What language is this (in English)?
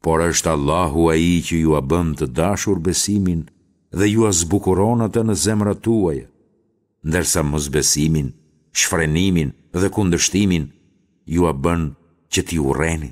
Albanian